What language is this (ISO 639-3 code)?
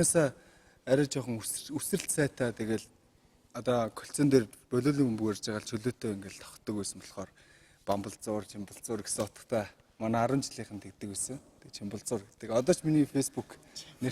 mon